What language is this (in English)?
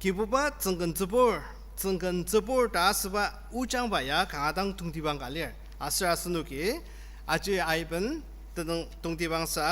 Ao Naga